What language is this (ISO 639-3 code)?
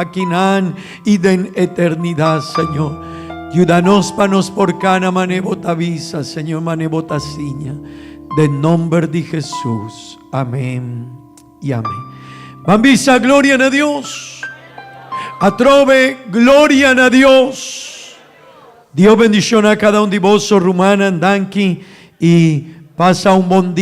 pap